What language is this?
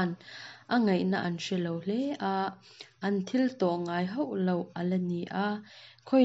Mizo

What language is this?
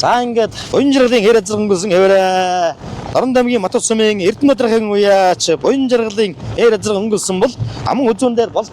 Mongolian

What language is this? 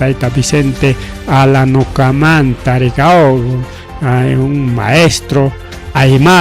Ayacucho Quechua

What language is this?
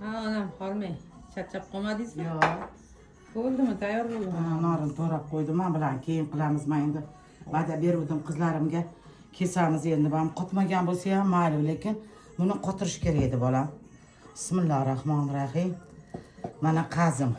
Uzbek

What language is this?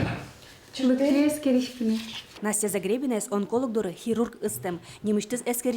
Udmurt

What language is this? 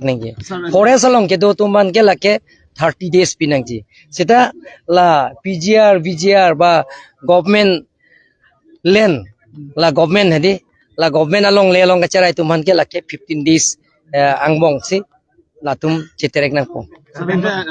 Karbi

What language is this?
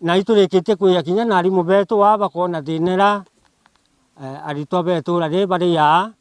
Meru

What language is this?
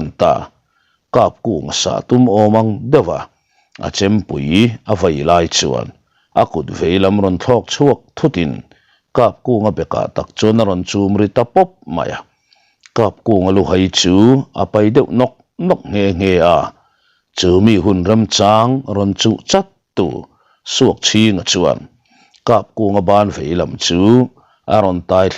Mizo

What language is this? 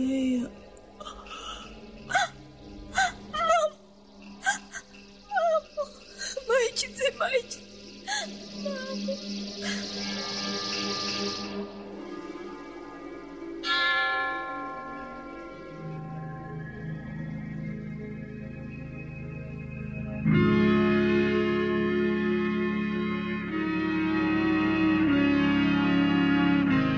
Bulgarian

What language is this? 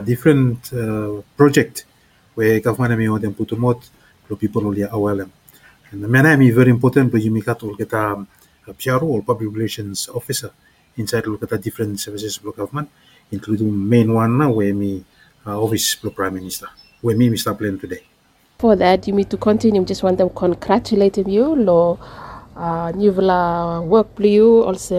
Bislama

